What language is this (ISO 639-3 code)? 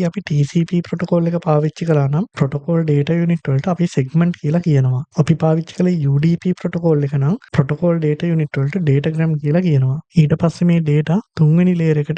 sin